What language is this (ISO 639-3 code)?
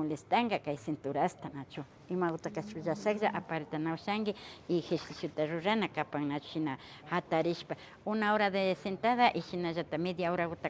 qvi